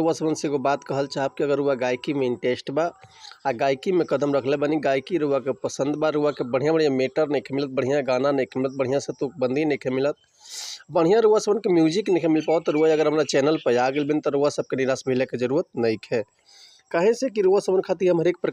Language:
Bhojpuri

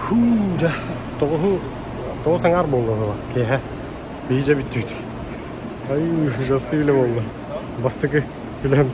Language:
Yakut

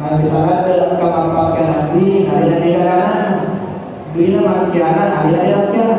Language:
Buginese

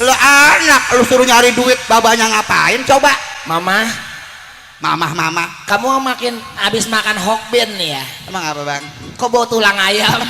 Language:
Betawi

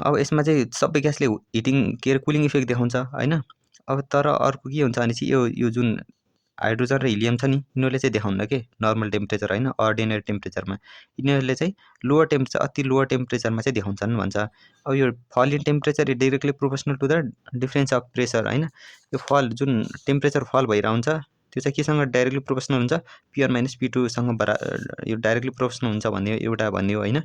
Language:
Nepali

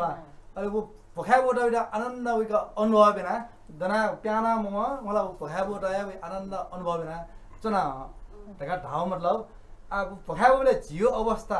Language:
Newari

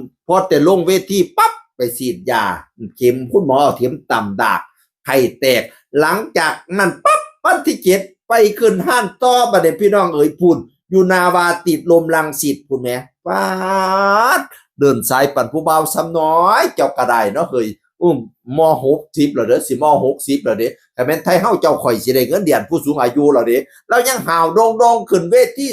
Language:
Northeastern Thai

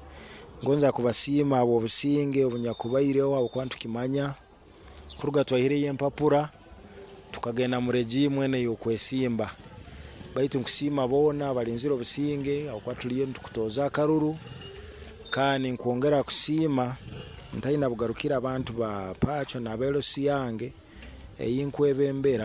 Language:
Nyoro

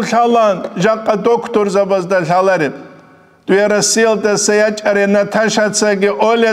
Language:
Avaric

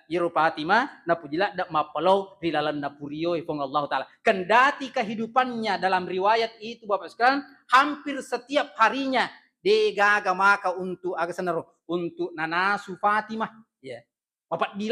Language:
Buginese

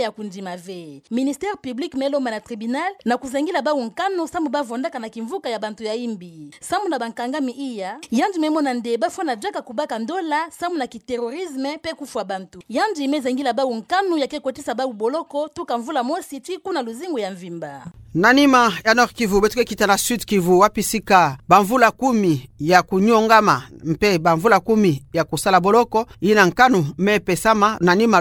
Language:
Kituba (Democratic Republic of Congo)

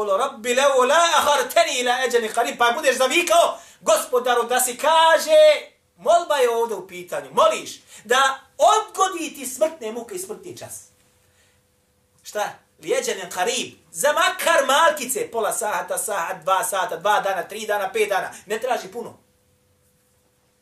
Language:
Bosnian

